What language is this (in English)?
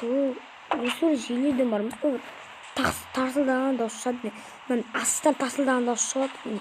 Kazakh